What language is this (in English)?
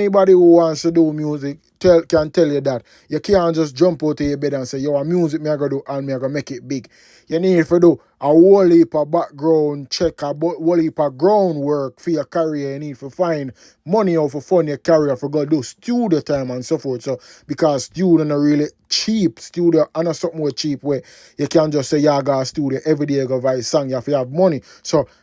Jamaican Creole English